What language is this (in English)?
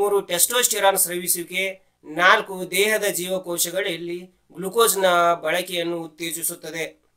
Kannada